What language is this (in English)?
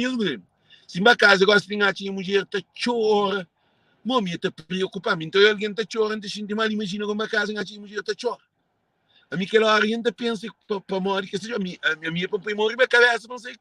Kabuverdianu